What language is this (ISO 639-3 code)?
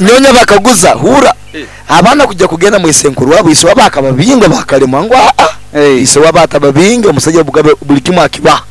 nyn